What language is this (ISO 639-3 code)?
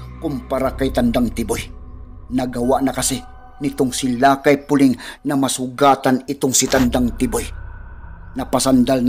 fil